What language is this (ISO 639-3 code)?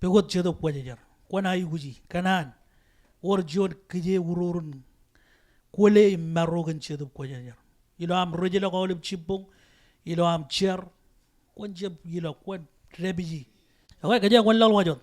mah